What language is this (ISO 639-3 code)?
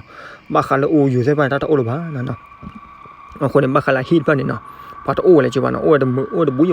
ksw